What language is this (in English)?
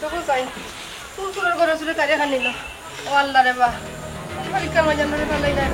Sylheti